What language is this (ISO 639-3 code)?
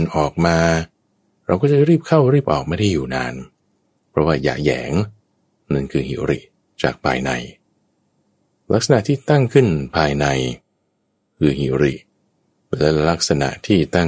tha